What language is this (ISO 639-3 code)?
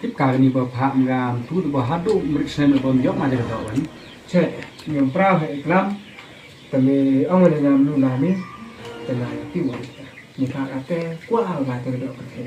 kha